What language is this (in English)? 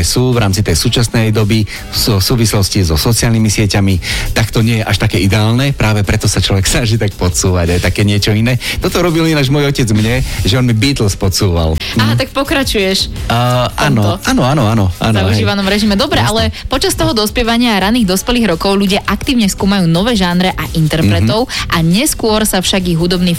Slovak